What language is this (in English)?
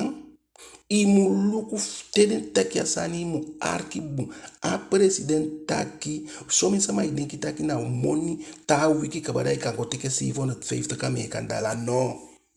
Eastern Maroon Creole